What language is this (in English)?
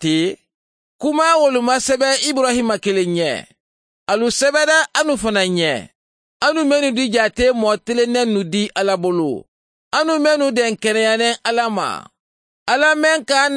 Mandingo